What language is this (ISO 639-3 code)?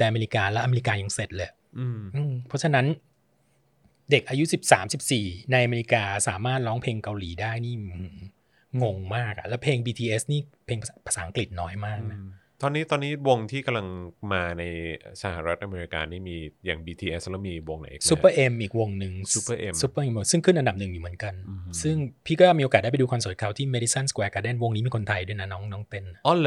tha